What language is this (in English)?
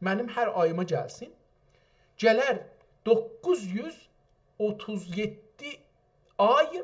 South Azerbaijani